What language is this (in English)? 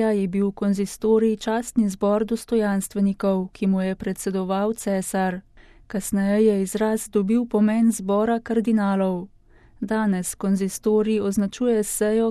Slovenian